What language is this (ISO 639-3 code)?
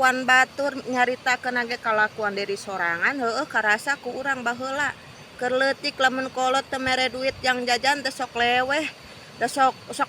sun